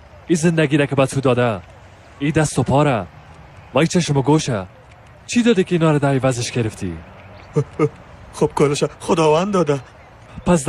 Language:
Persian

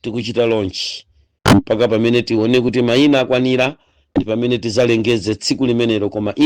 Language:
Nyanja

